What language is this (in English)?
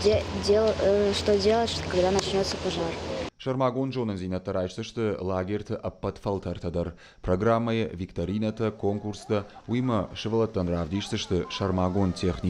Ossetic